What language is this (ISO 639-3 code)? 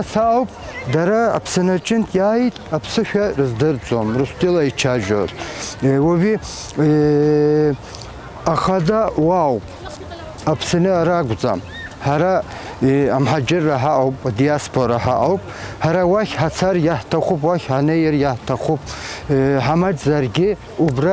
abk